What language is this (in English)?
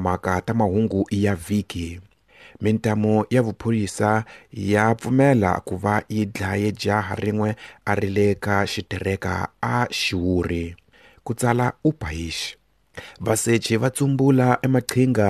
Tsonga